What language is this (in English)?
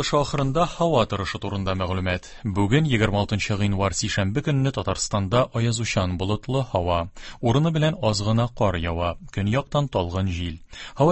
Tatar